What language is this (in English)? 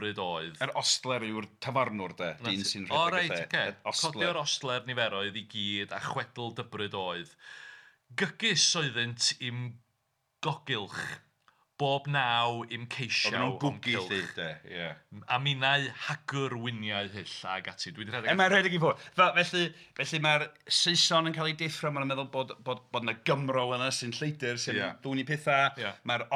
Welsh